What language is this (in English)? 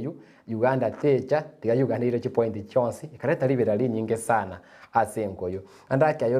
Gusii